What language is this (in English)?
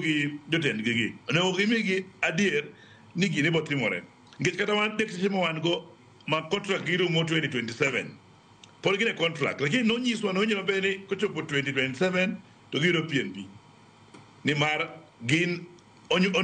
Luo (Kenya and Tanzania)